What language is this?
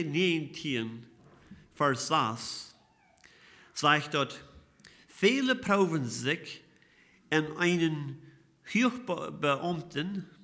Plautdietsch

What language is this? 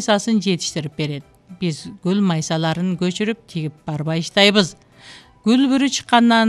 Kyrgyz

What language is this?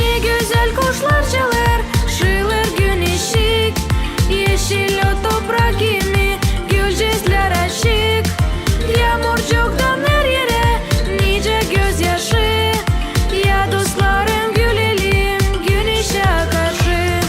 Gagauz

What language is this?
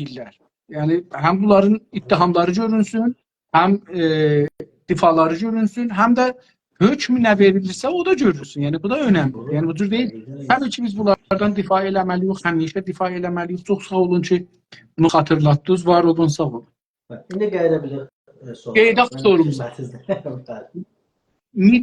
South Azerbaijani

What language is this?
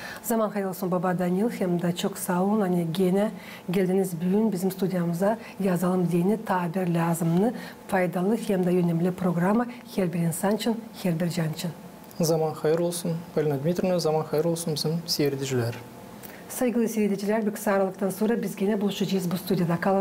Gagauz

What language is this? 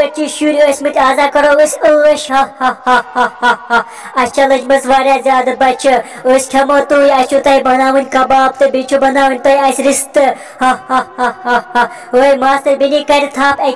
Kashmiri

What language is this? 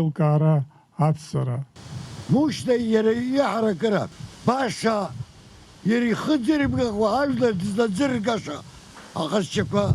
Abkhazian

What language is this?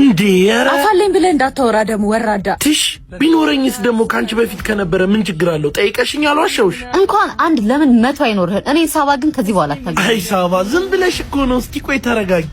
Amharic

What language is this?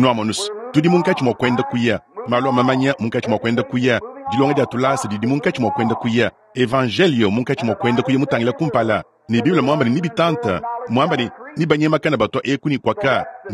Luba-Lulua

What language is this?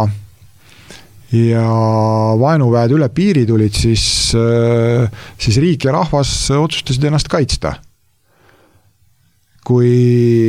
Estonian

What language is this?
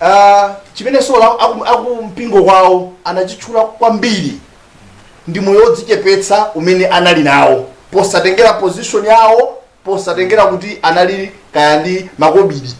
Nyanja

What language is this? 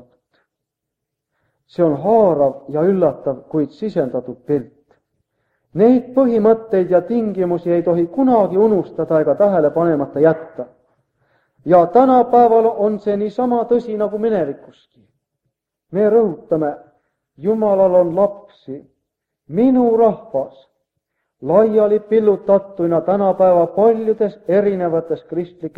Estonian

